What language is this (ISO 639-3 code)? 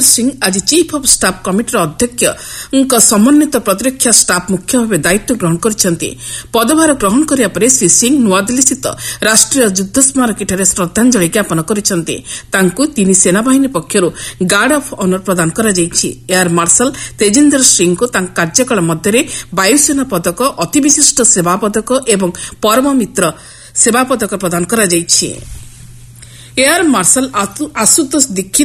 ori